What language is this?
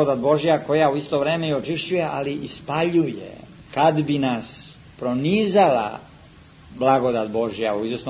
Serbian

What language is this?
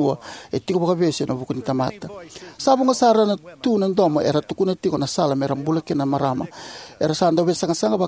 Fijian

